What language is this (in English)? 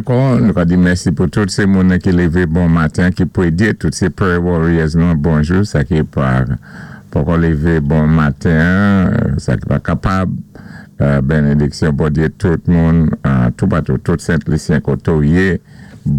Saint Lucian Creole French